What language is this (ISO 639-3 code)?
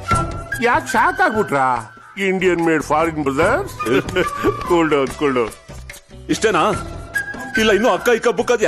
kan